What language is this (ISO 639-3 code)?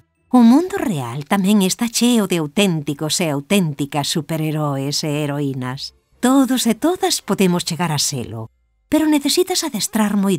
glg